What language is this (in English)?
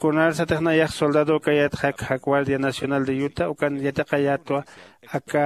Aymara